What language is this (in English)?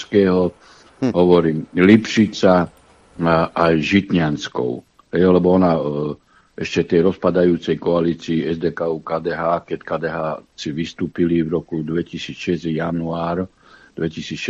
Slovak